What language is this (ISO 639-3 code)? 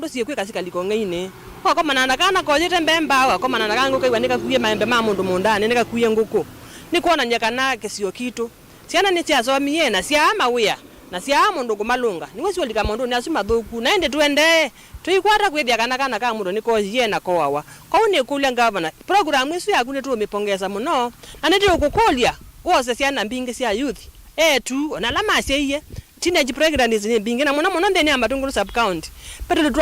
kam